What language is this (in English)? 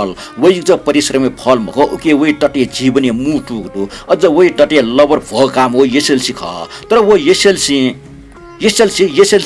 Newari